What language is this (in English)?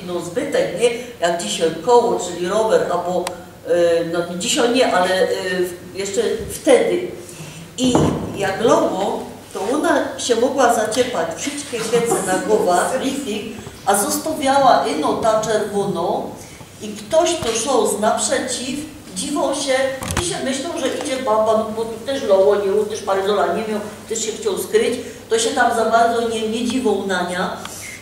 Silesian